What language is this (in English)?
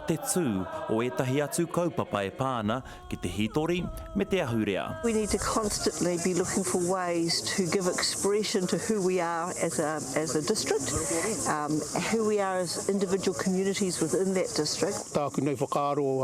Māori